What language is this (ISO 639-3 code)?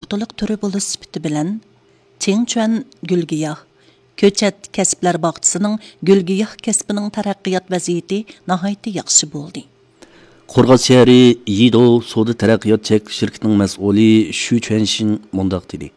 uig